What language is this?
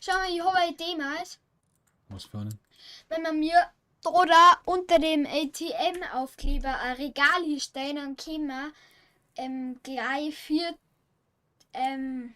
Bavarian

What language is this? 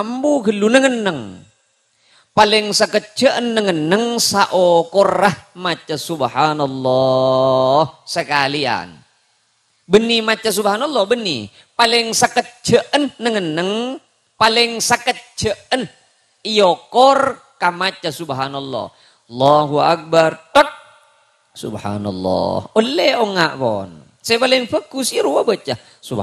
Madurese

